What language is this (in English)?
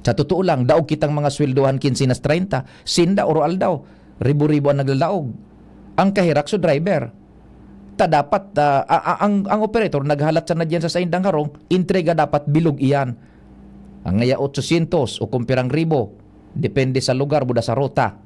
Bikol